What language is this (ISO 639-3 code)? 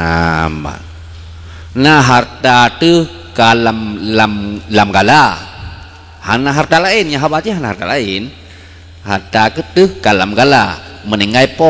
ace